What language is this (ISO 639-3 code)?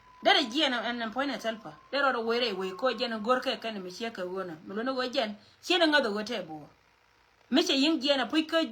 nus